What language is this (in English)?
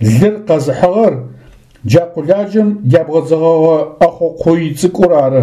Adyghe